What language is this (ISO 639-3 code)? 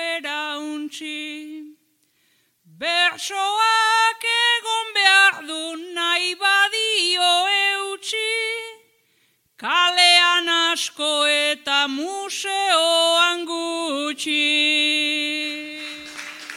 eus